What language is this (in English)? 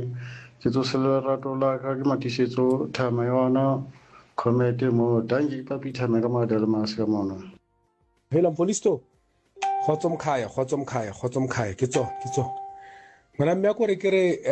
Southern Sotho